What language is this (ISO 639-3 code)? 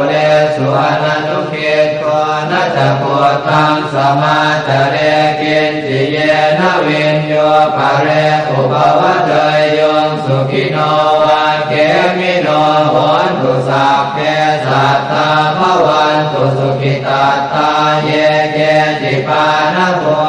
pli